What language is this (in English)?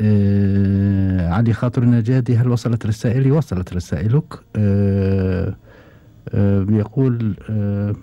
Gulf Arabic